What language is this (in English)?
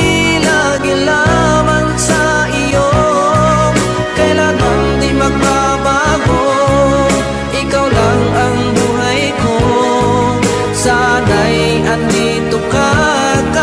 Filipino